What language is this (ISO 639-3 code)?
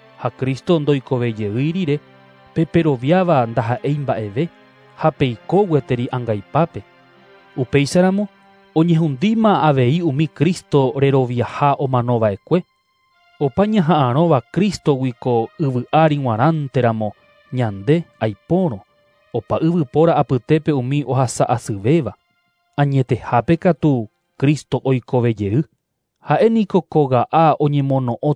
grn